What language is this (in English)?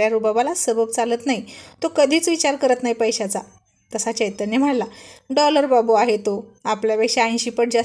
Marathi